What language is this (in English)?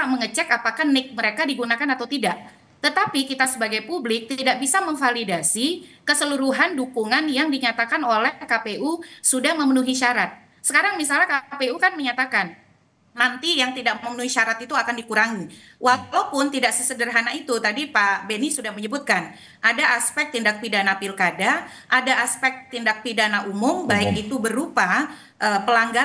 Indonesian